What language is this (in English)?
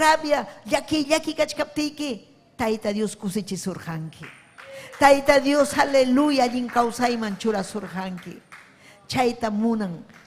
Ayacucho Quechua